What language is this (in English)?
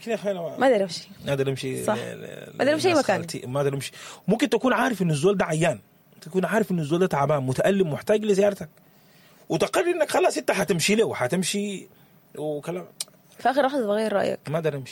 Sudanese Arabic